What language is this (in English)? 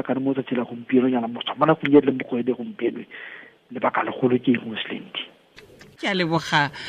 Tswana